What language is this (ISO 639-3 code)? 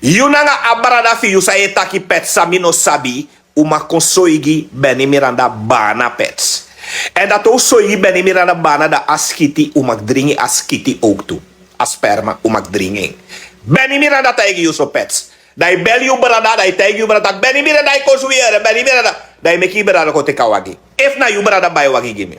srn